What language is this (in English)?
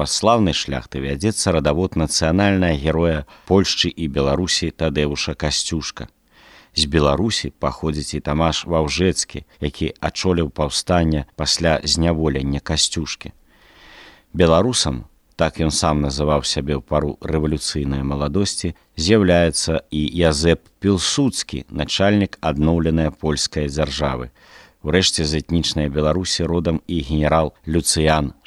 Belarusian